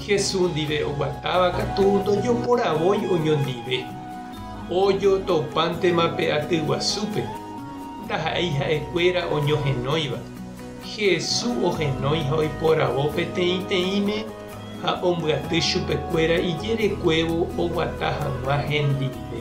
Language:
Guarani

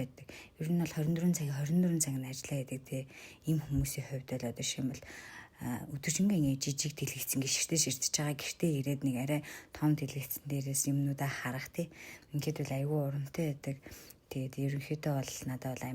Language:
Mongolian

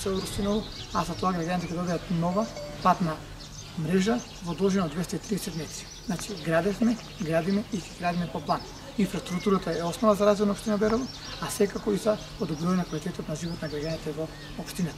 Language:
Macedonian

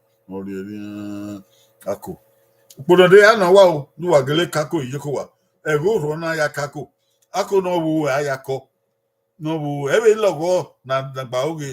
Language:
Bini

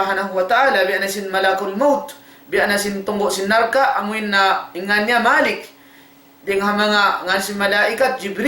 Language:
Tausug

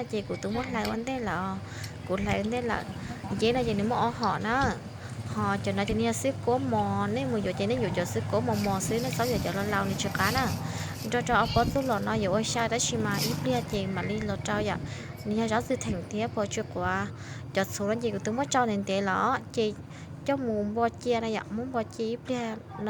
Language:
Hmong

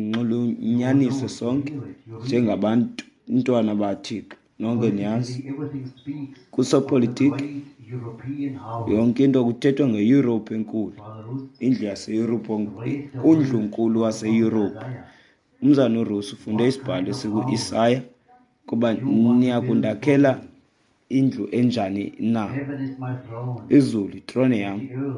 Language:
Xhosa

